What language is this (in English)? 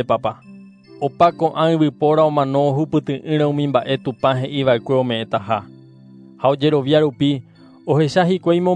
Guarani